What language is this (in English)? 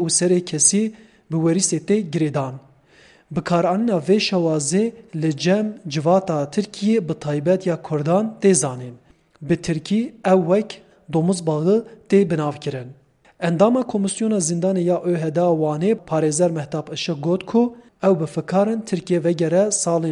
Kurdish